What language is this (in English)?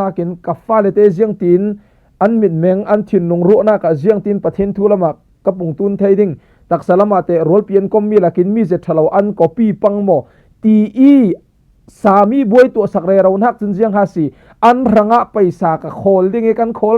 Falam Chin